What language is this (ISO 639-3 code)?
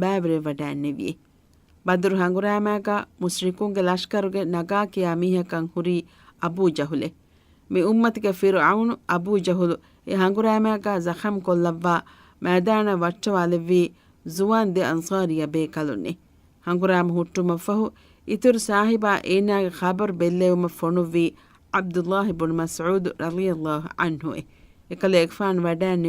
div